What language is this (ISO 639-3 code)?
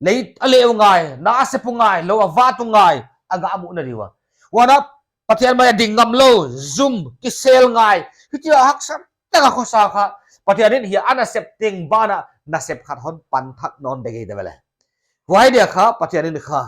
pck